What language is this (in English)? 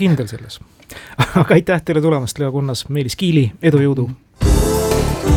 Estonian